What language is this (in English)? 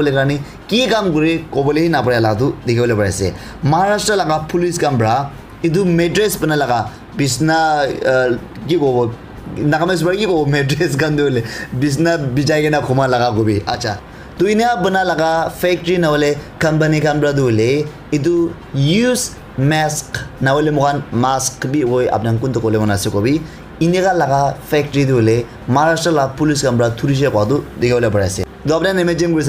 Naga Pidgin